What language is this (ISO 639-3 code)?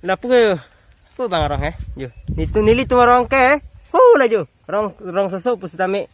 mjw